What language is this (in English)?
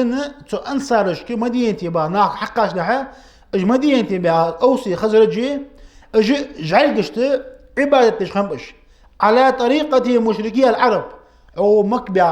Ingush